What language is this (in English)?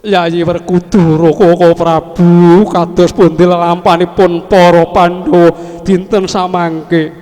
Javanese